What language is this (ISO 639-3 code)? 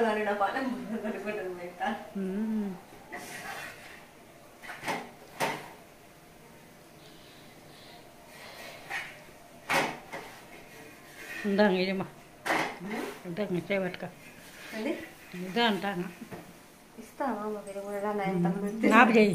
tel